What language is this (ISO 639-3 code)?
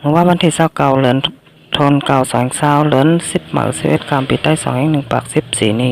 shn